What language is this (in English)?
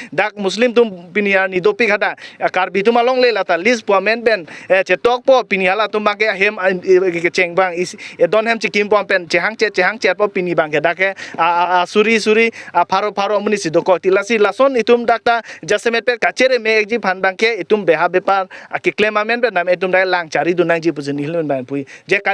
Karbi